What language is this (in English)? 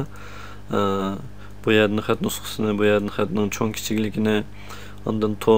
Uyghur